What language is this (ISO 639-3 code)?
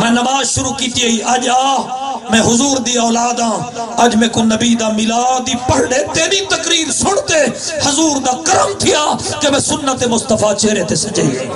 skr